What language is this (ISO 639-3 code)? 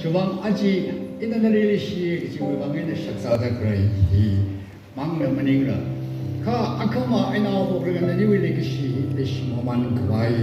nmf